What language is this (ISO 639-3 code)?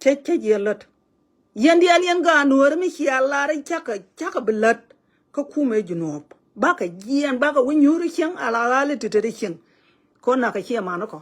nus